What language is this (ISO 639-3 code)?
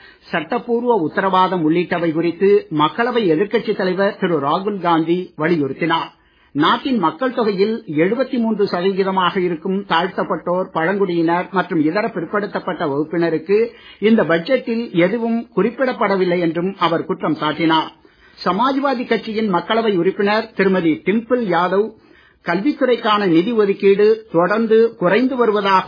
tam